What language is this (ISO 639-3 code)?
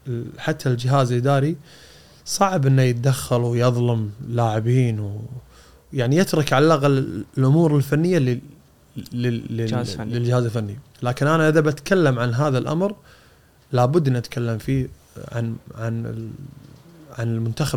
afb